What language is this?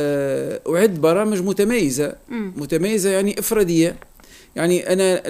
Tunisian Arabic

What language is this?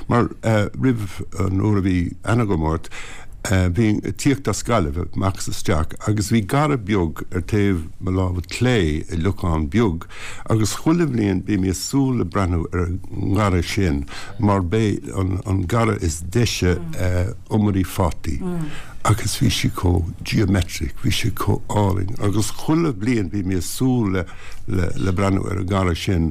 Irish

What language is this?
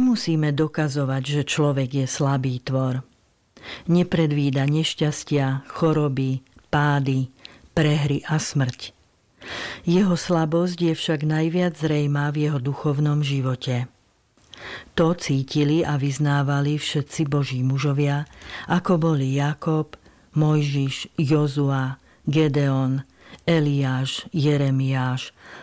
Slovak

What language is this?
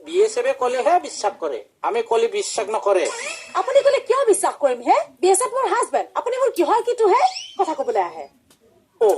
Assamese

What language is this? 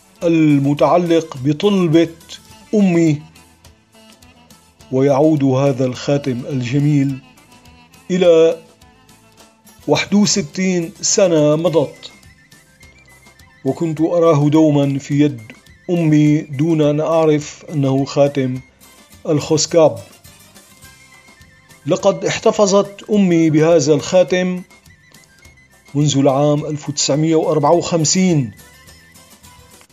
Arabic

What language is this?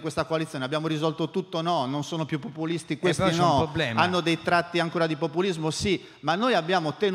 Italian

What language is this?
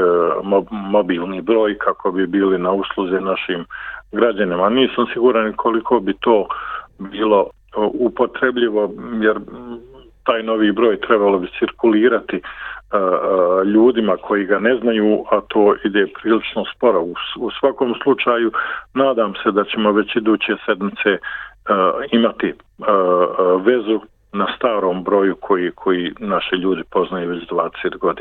Bosnian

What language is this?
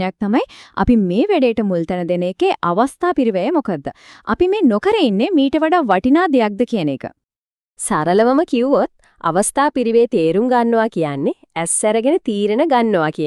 Sinhala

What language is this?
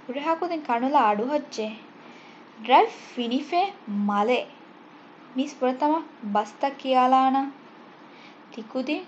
Divehi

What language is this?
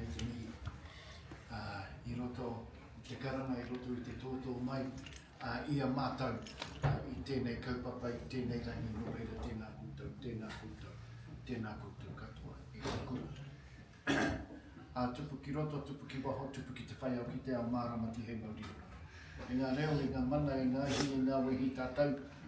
Māori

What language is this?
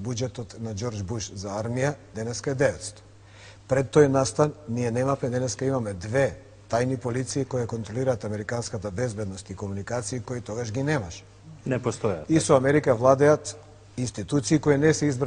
Macedonian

